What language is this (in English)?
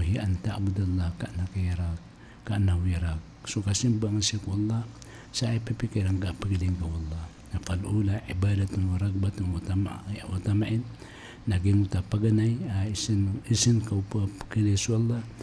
Maranao